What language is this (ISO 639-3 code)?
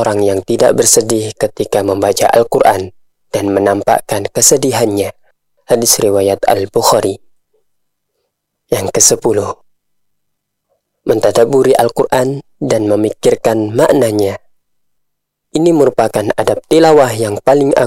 ind